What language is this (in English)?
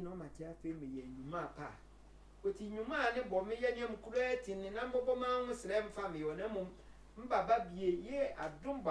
Sehwi